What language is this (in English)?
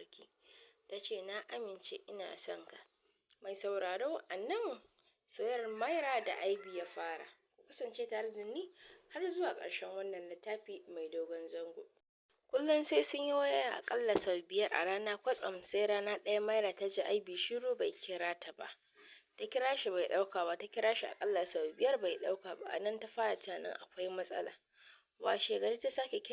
Hausa